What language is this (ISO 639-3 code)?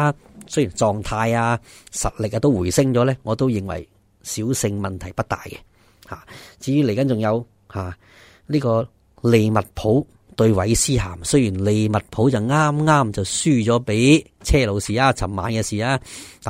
yue